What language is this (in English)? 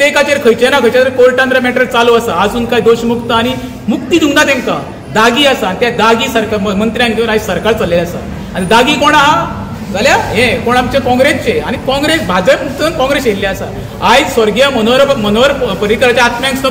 Konkani